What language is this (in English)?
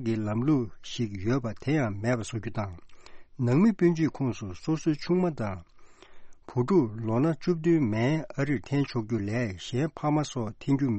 Tibetan